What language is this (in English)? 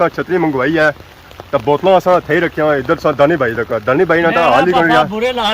Pahari-Potwari